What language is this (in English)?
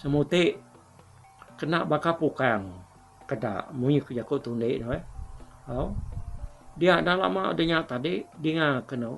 Iban